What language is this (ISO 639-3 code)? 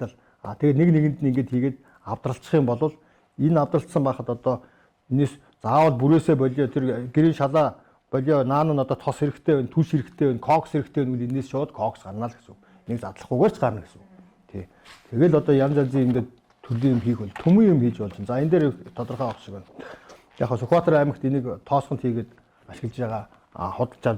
mon